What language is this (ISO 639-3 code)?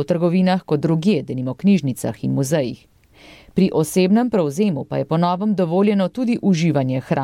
slv